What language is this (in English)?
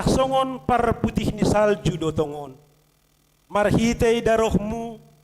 Batak Simalungun